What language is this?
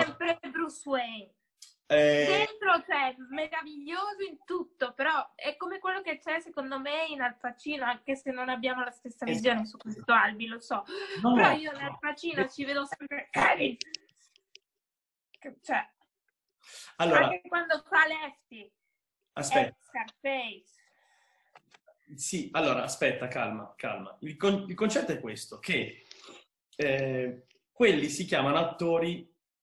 Italian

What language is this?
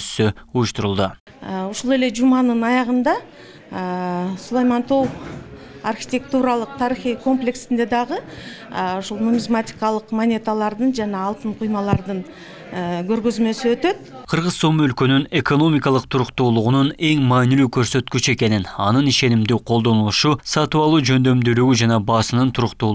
Kyrgyz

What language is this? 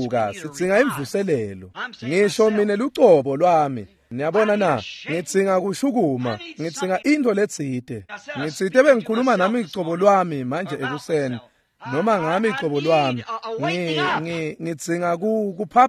Swati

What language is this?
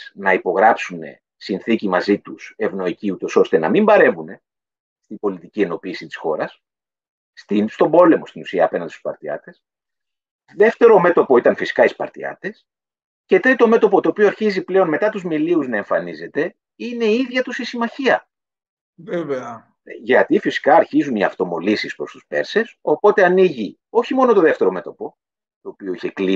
Greek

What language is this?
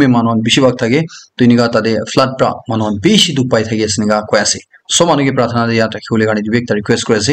Naga Pidgin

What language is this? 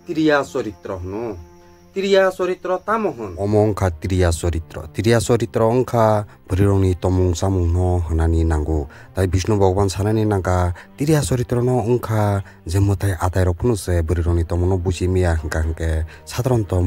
Kok Borok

